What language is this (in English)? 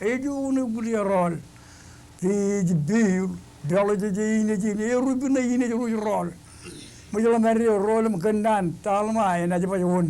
Marshallese